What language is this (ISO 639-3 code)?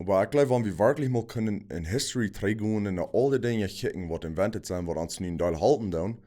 pdt